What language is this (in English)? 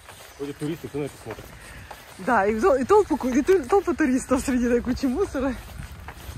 Russian